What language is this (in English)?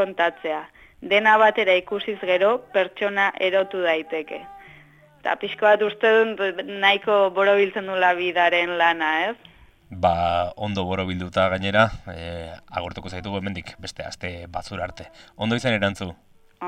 Basque